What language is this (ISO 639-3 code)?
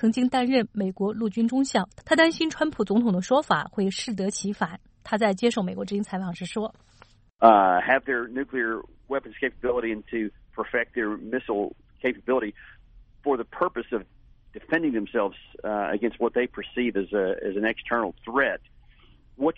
zho